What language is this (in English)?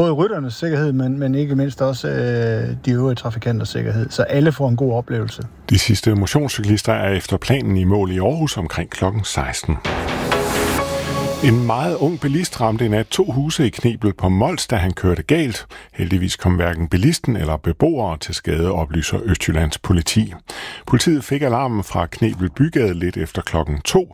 Danish